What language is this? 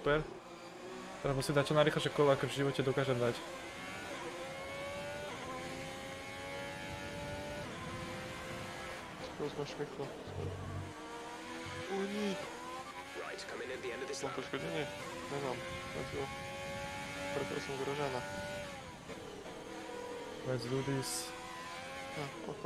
Slovak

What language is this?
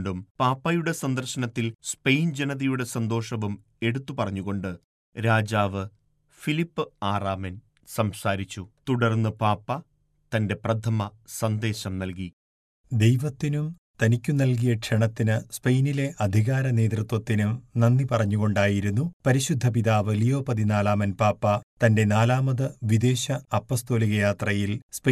Malayalam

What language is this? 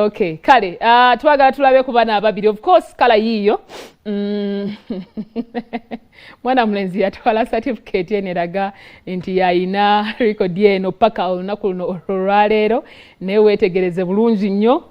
Ganda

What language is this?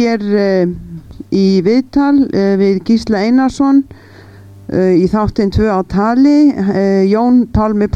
Icelandic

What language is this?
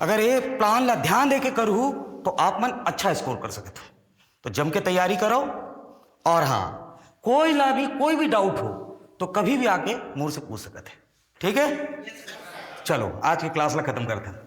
Chhattisgarhi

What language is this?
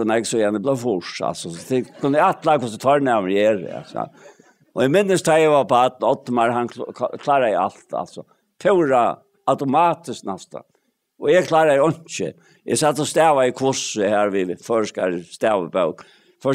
Faroese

